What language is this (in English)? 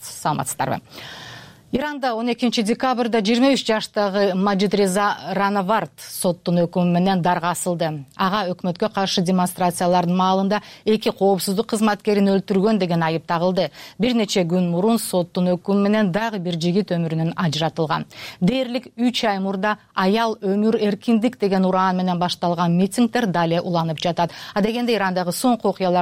Kyrgyz